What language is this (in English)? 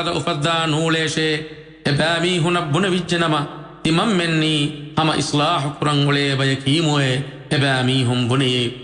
Divehi